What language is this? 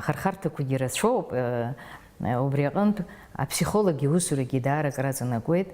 Abkhazian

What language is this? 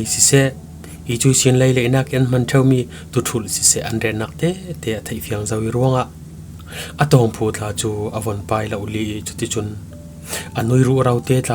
Falam Chin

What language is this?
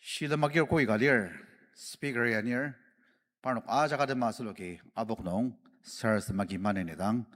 Ao Naga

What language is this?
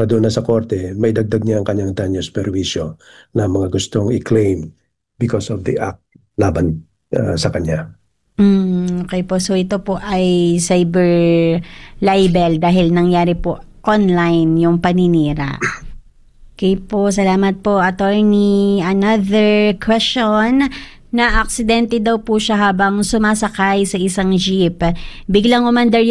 Filipino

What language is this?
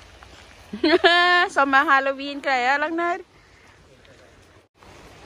Thai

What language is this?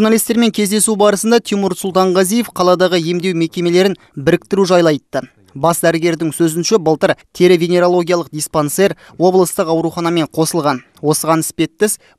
Kazakh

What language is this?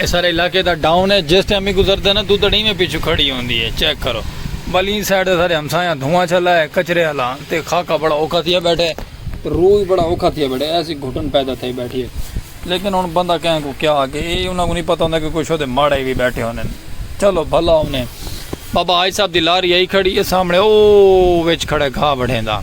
Saraiki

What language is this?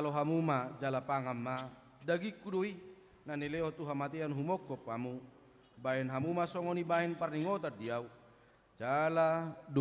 Batak Toba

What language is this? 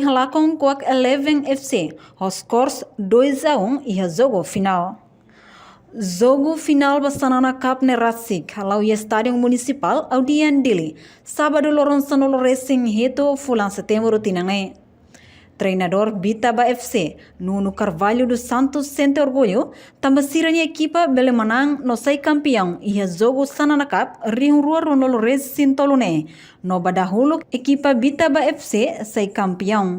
Tetum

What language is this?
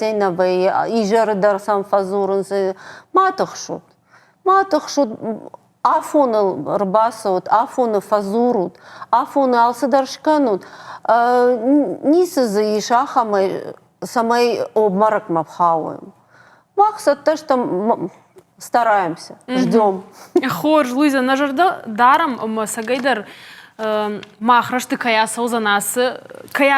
Ossetic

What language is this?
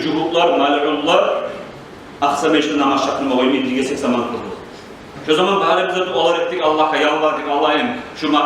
Kumyk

